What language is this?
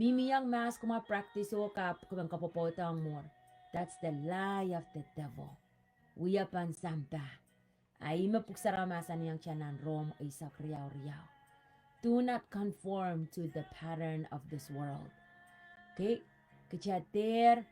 Pohnpeian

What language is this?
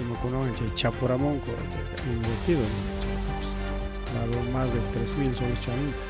Ayacucho Quechua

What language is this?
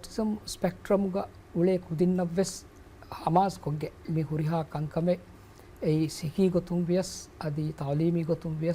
Divehi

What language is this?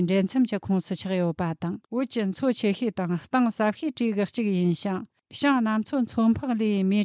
Tibetan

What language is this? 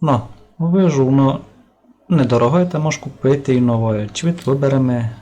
Rusyn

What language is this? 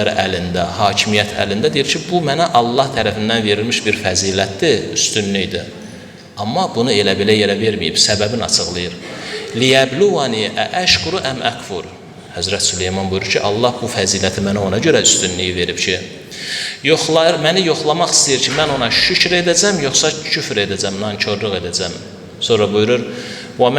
Azerbaijani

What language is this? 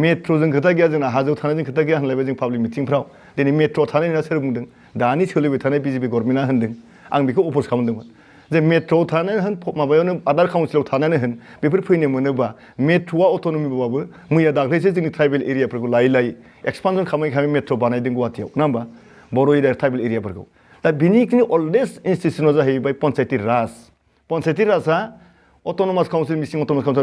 Bodo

